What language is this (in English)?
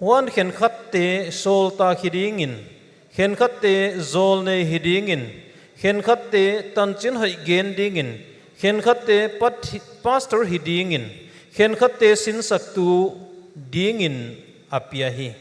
Paite Chin